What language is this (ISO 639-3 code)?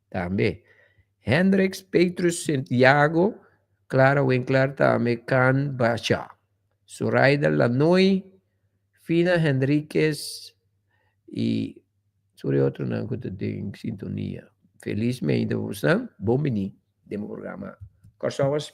pap